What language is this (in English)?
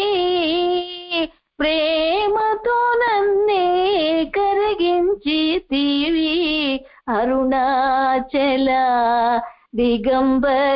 Telugu